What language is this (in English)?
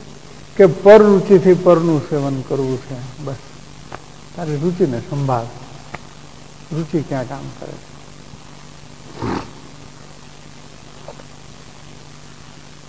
Gujarati